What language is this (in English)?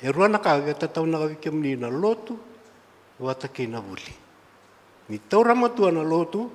Fijian